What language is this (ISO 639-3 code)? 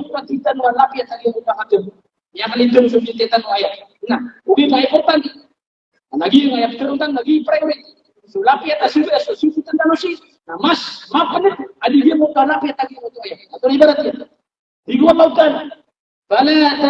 mrw